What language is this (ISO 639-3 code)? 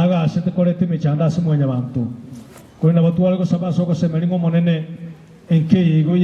guz